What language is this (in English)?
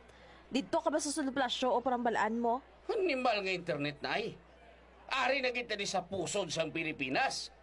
Hiligaynon